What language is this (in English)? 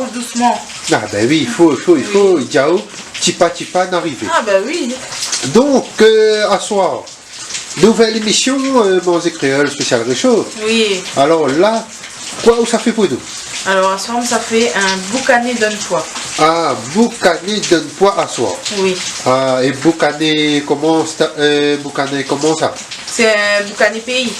Réunion Creole French